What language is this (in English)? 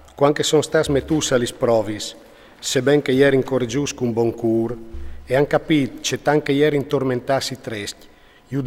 Friulian